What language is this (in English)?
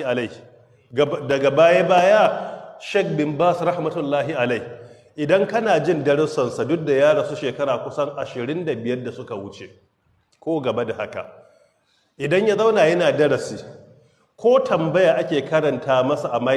Hausa